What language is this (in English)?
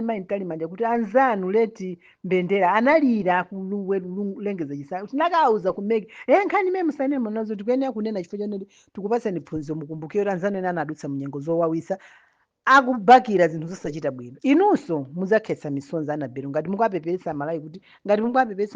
Nyanja